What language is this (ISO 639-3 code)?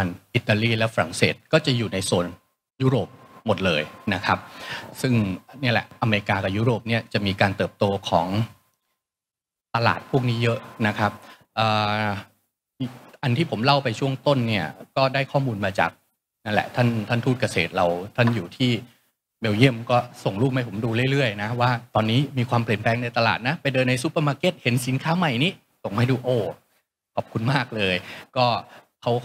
tha